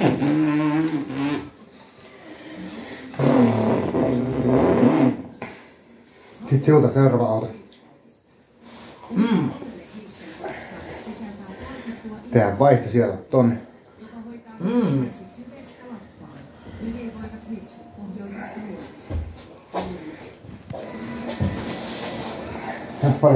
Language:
Finnish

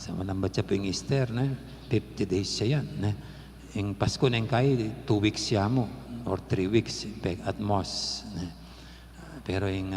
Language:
Pampanga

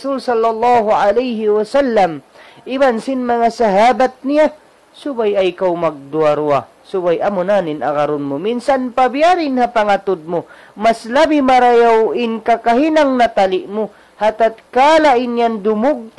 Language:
Tausug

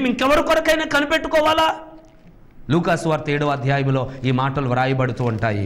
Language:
Telugu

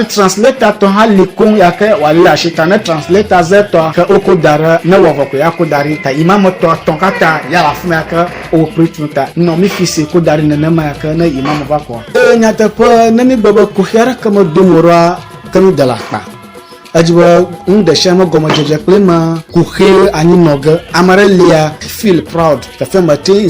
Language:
Ewe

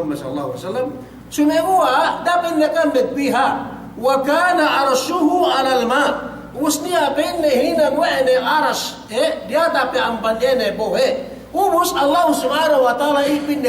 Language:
Yakan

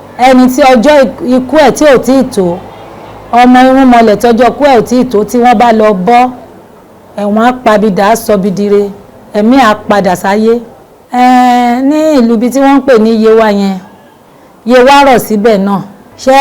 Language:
Yoruba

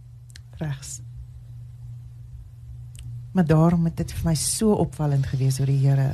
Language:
Afrikaans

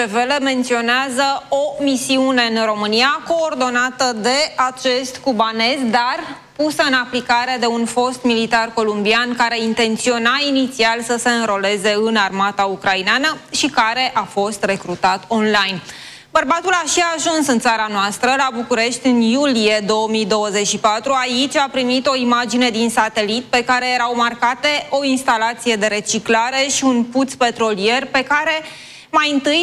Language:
Romanian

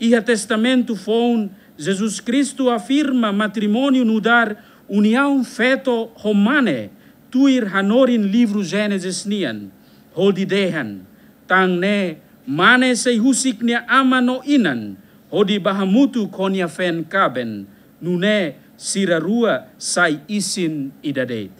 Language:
Tetum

